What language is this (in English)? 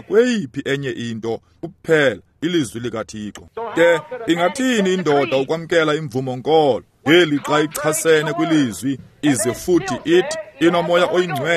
Xhosa